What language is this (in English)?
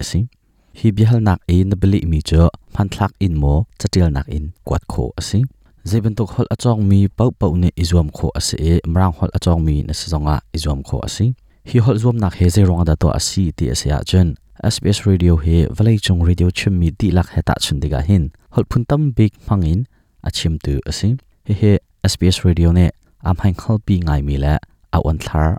Hakha Chin